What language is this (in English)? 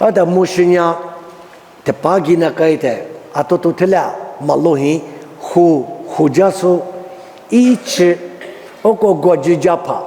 Lisu